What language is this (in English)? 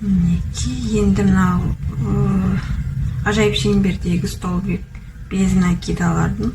Kazakh